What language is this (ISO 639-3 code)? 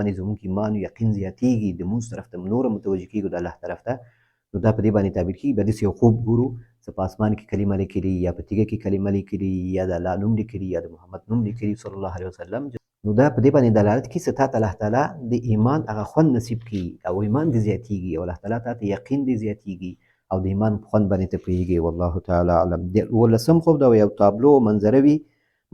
pus